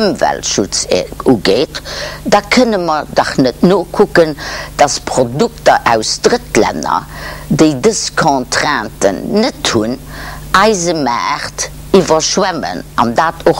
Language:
Luxembourgish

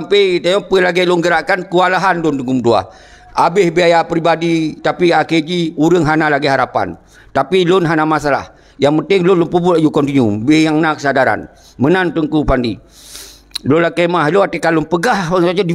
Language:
Achinese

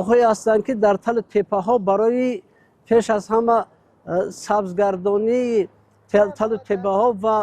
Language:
Tajik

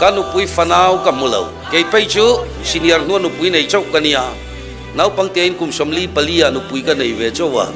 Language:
Mizo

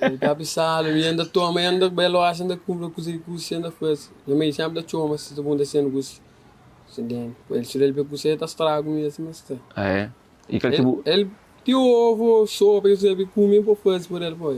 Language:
Kabuverdianu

